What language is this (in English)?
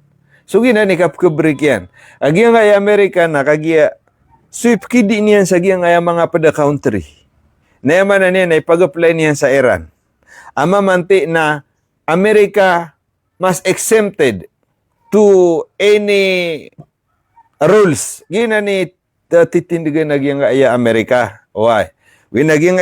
Maranao